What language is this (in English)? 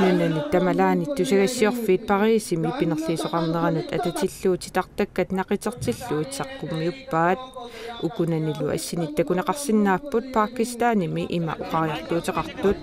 Kalaallisut